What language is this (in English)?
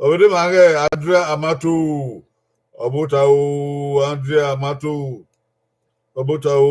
Bini